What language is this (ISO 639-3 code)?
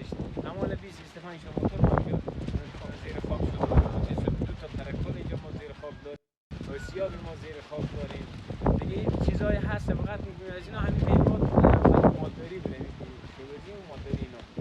fas